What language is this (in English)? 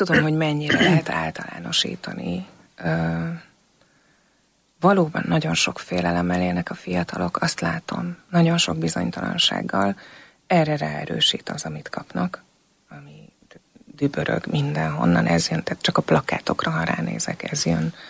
Hungarian